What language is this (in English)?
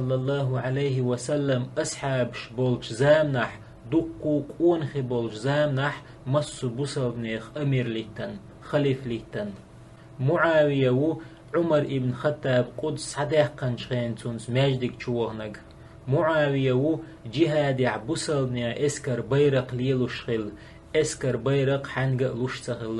Chechen